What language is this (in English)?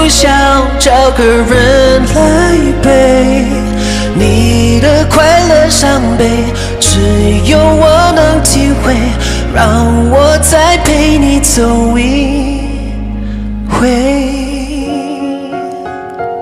Chinese